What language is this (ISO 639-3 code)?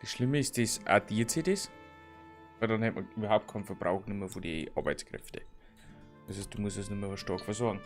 bar